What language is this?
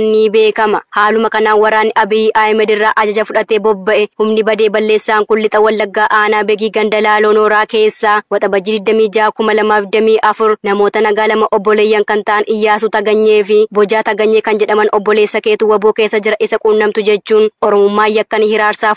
Oromo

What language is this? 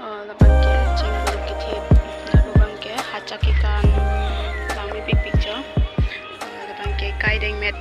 Karbi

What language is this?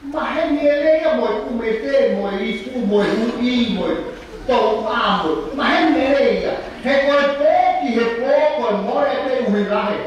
Tongan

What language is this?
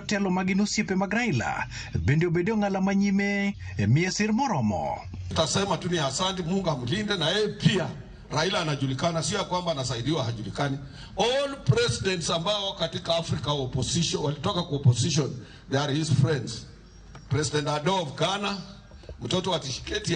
Luo (Kenya and Tanzania)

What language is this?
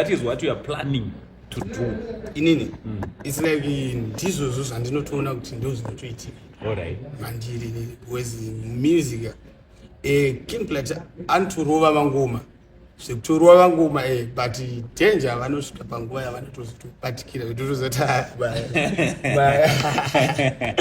Shona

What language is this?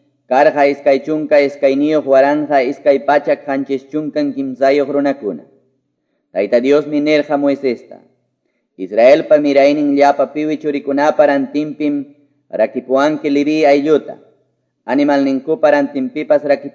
Quechua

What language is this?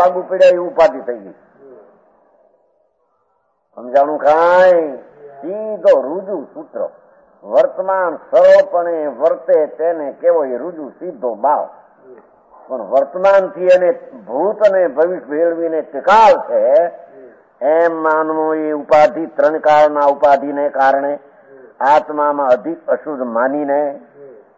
Gujarati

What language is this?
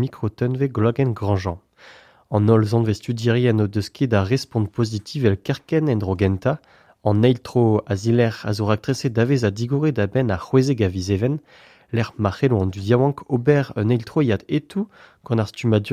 Breton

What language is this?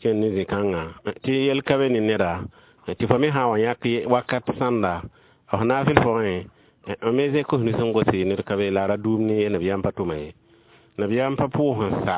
Mossi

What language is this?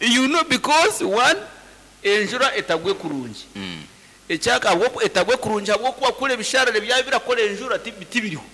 Nyankole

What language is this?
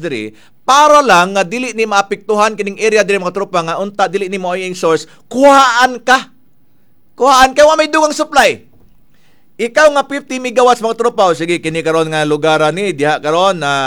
Cebuano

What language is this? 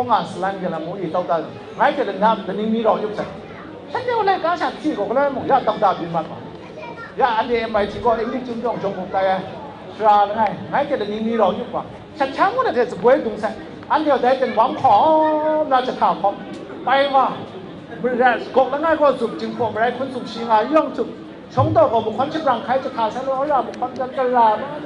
Kachin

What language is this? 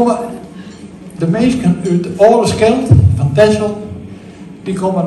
Dutch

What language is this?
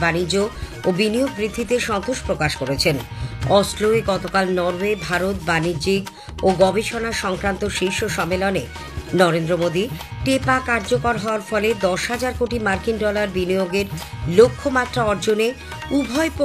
Bangla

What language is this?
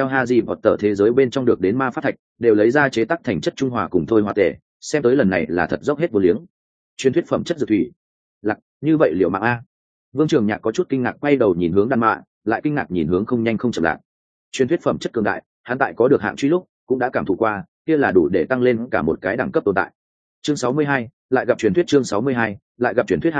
Vietnamese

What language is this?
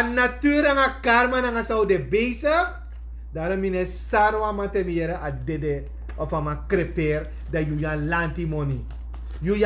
Sranan Tongo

